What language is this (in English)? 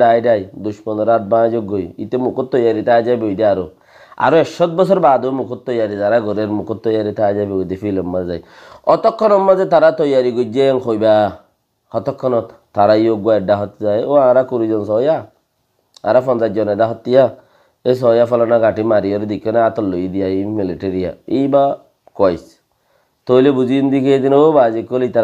Rohingya